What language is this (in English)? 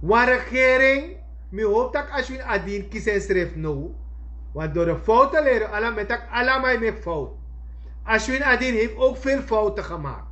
Sranan Tongo